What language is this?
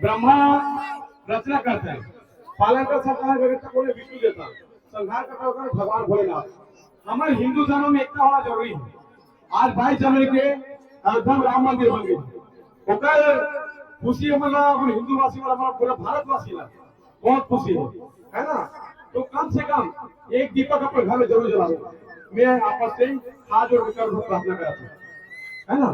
Chhattisgarhi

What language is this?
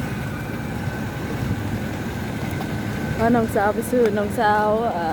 Lao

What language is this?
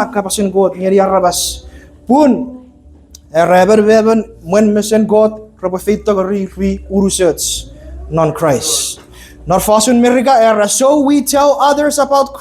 Chuukese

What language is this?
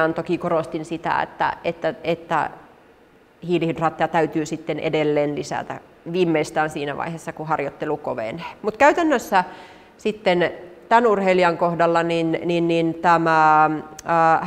Finnish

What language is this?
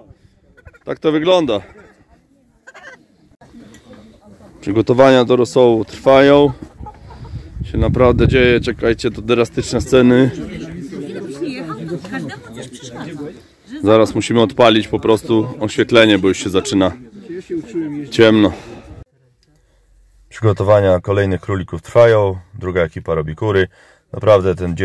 Polish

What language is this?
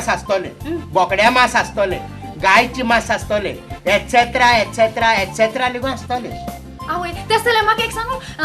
Konkani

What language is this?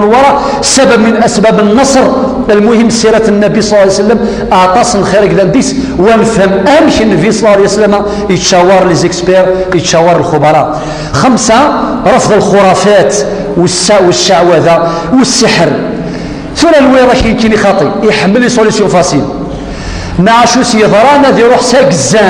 Kabyle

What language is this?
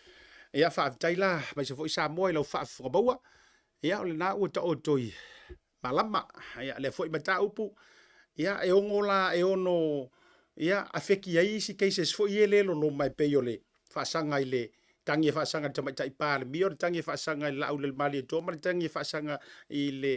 Samoan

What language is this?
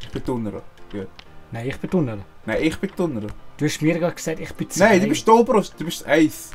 Swiss German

